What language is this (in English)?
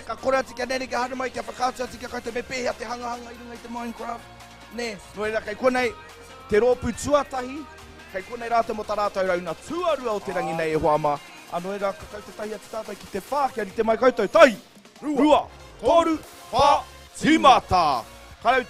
Māori